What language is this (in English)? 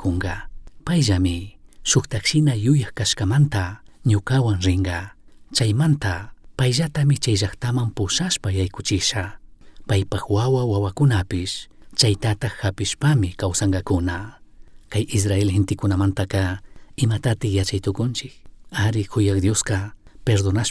Chimborazo Highland Quichua